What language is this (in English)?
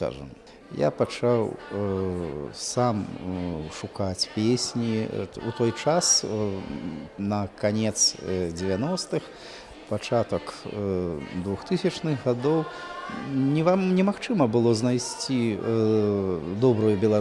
Belarusian